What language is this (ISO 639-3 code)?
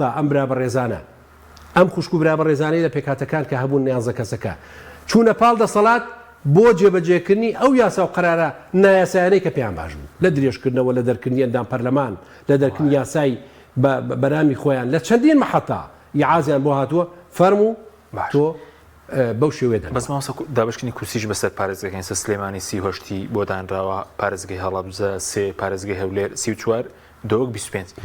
ckb